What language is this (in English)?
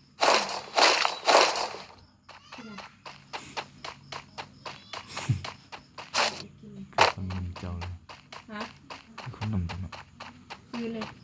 Lao